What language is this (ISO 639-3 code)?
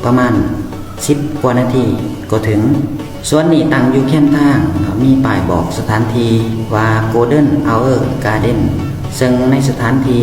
lao